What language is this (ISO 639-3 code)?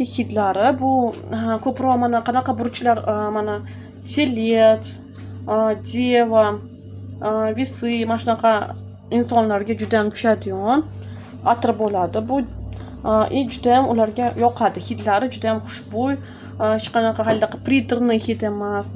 uzb